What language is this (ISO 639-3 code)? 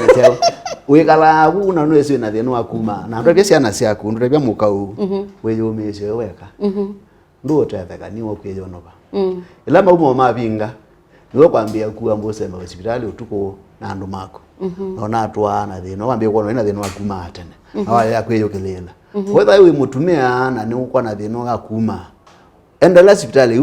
kam